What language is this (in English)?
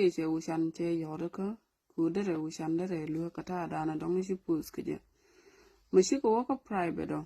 Nuer